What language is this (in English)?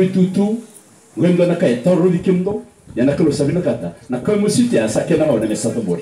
Fijian